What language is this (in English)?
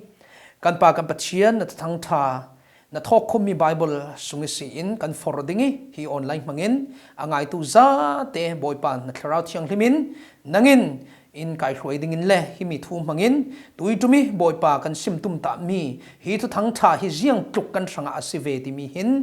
Falam Chin